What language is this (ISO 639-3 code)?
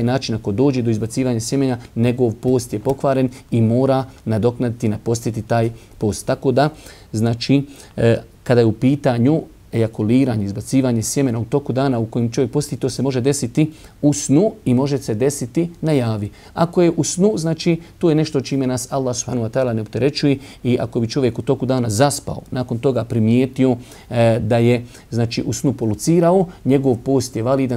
bos